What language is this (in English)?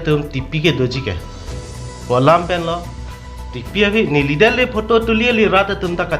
Karbi